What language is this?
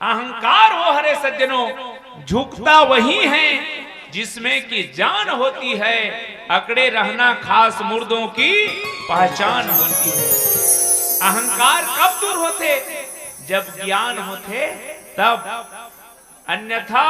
Chhattisgarhi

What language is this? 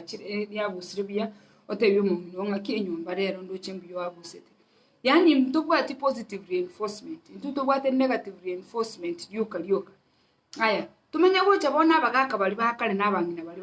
Gusii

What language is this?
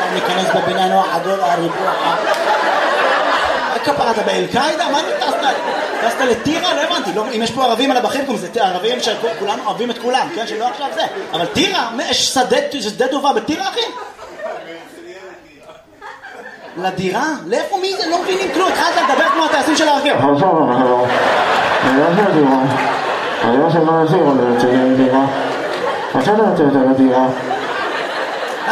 Hebrew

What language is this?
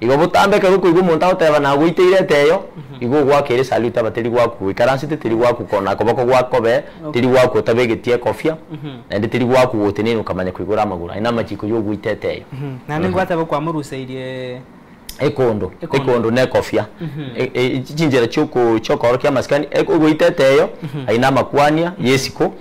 Gusii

